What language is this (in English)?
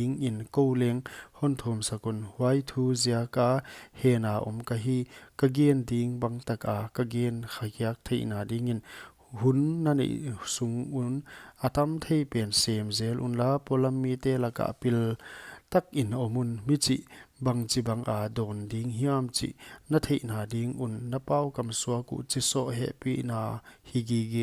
Paite Chin